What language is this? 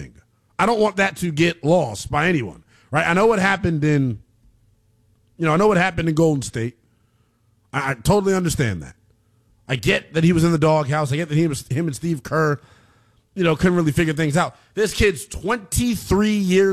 English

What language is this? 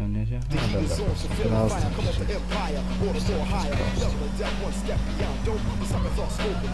Polish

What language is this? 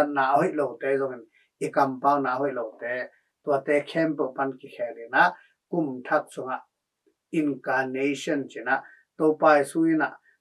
Tedim Chin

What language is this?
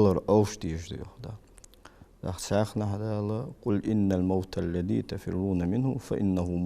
Ingush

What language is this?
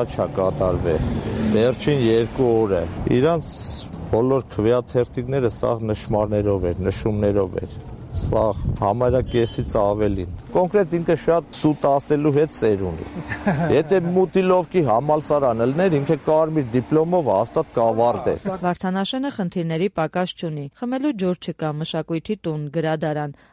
Armenian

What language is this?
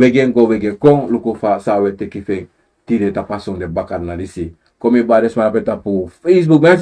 Sranan Tongo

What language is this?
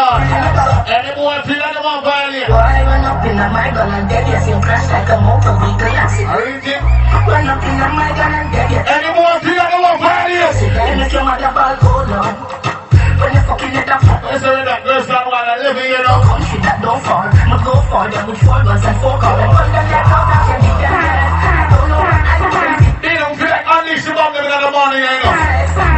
Jamaican Creole English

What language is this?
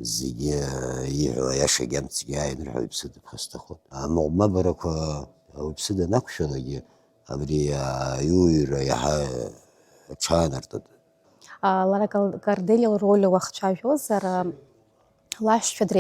Abkhazian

